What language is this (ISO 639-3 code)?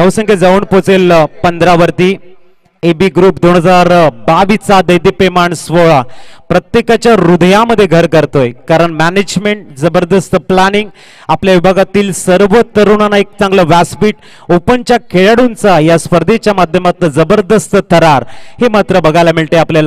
mar